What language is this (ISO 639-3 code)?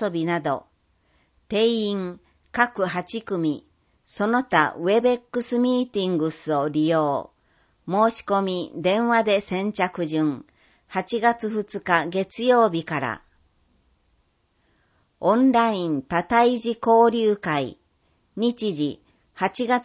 jpn